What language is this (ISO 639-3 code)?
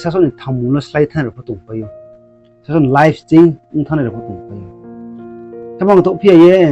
ria